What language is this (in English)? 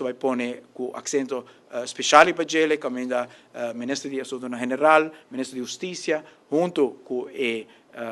Papiamento